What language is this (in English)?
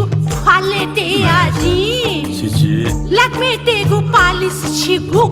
Newari